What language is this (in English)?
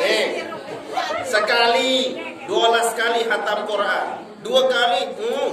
Sasak